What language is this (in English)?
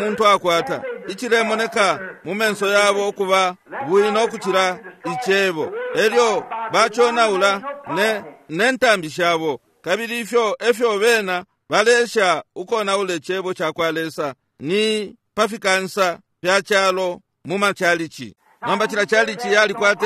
Bemba